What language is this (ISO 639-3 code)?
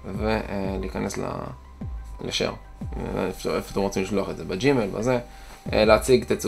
heb